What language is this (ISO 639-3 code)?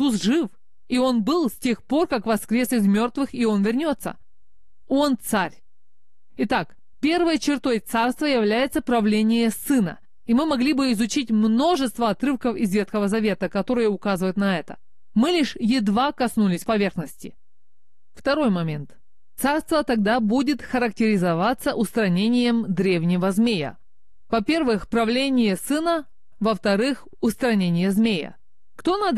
rus